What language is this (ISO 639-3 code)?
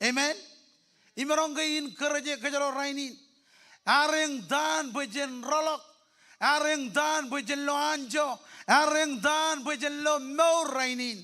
mah